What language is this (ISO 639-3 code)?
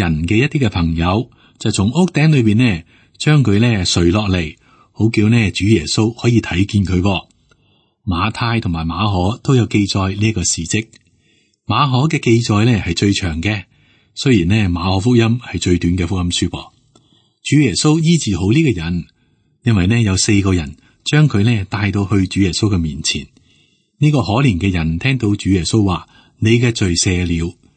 yue